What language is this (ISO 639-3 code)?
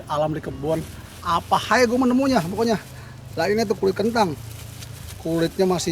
bew